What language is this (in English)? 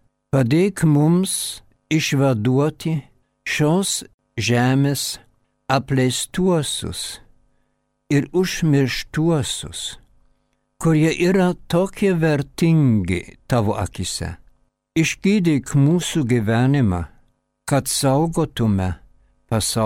Lithuanian